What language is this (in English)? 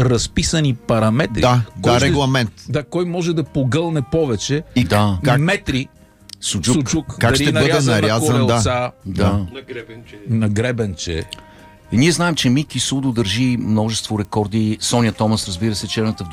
Bulgarian